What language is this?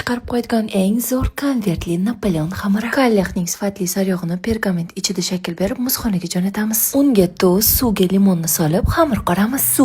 Uzbek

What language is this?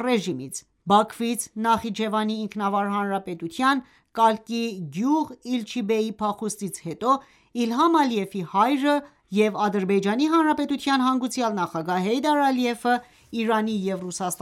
Armenian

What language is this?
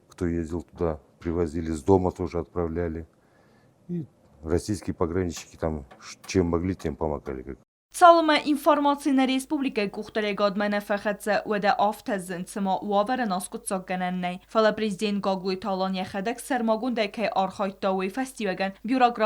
Ossetic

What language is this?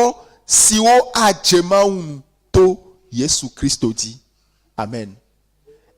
Ewe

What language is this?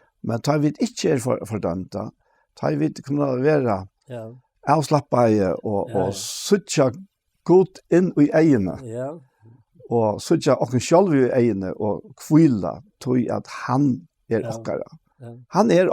Faroese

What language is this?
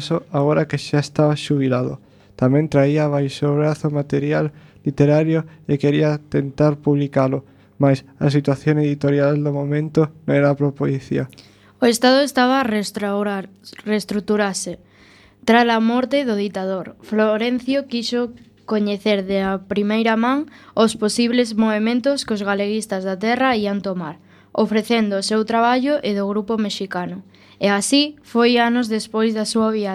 Galician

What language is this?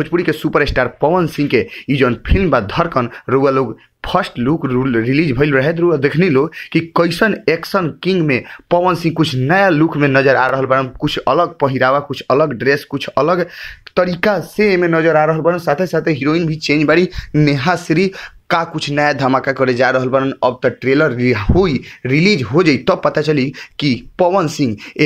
Bhojpuri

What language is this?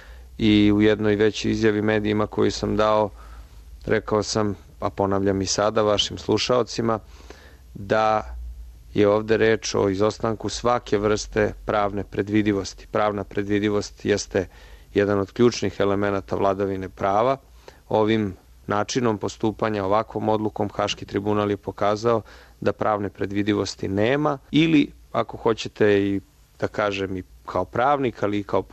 Serbian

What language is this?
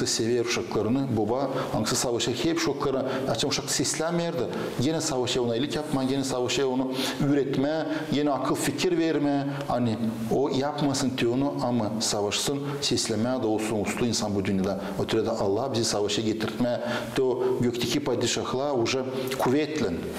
Gagauz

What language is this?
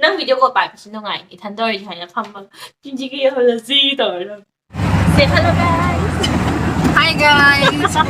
Manipuri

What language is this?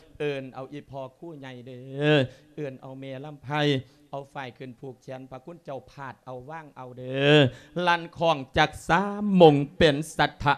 Lao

